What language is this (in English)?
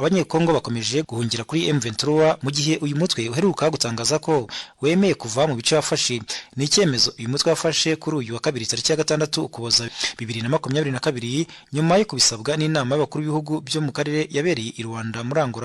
Kinyarwanda